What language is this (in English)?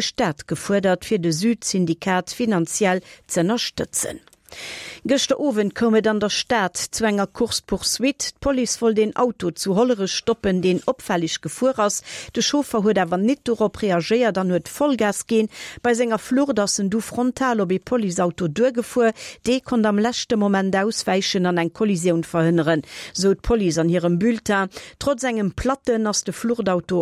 Luxembourgish